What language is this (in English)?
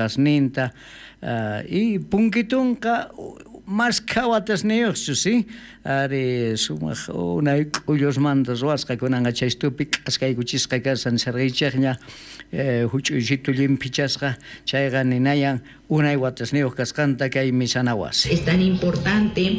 South Bolivian Quechua